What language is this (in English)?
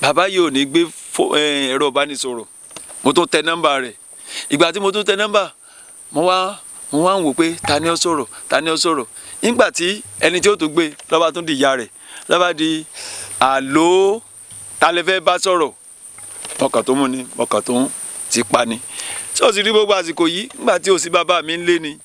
Yoruba